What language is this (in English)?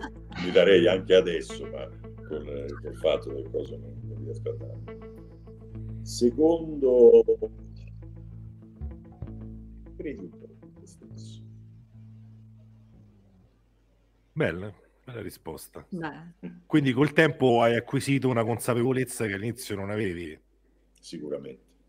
Italian